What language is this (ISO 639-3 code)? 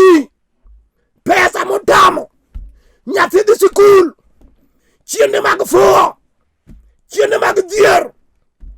luo